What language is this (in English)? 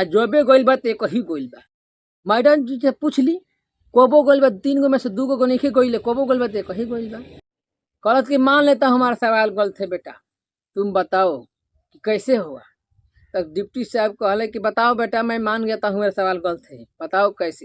Bhojpuri